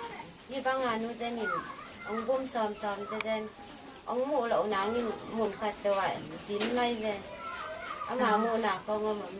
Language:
Tedim Chin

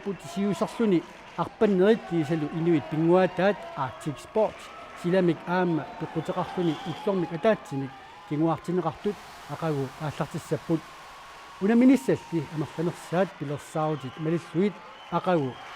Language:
Kalaallisut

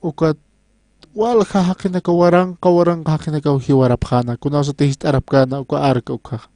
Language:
Aymara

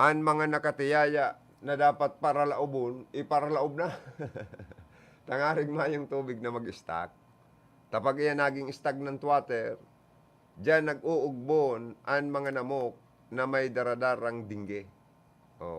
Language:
Bikol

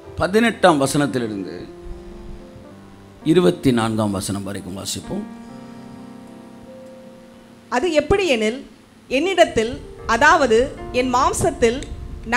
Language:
Tamil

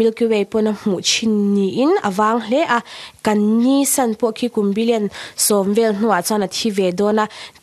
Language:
Mizo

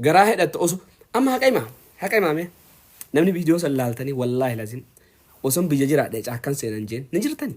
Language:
Oromo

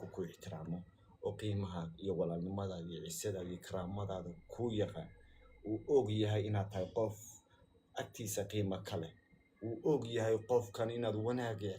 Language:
Somali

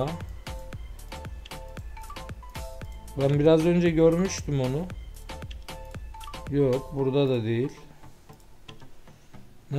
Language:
Turkish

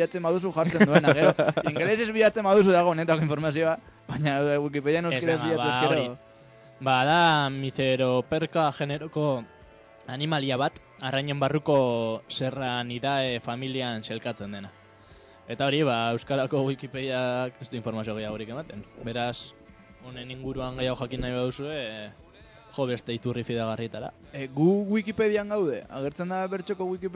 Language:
Basque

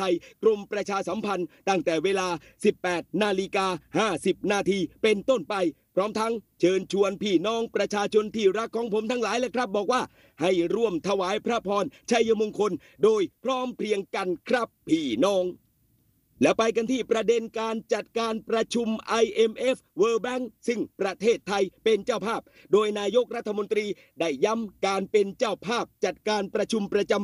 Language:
Thai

